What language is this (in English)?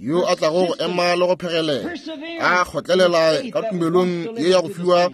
Northern Sotho